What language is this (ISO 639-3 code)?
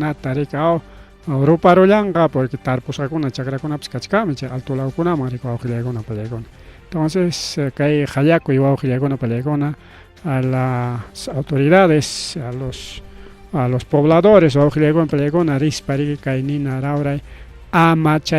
quy